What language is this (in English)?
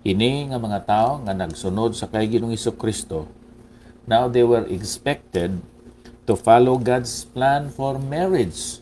Hiligaynon